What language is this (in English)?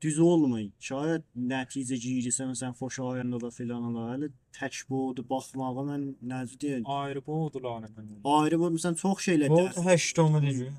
South Azerbaijani